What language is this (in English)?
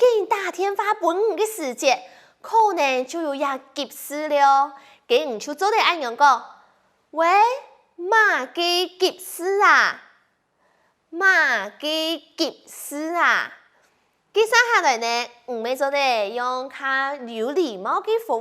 Hakka Chinese